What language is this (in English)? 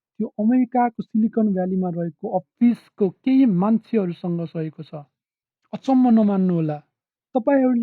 Nepali